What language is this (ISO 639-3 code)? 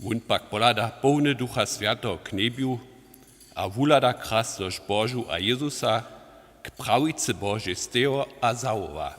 hsb